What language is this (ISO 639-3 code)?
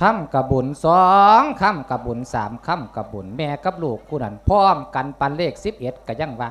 lao